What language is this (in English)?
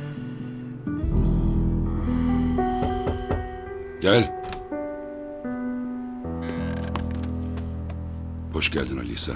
Turkish